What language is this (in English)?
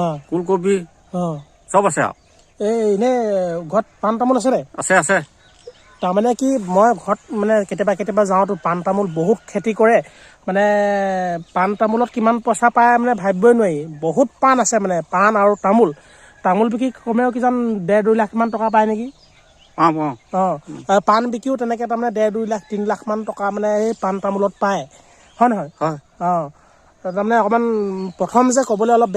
Assamese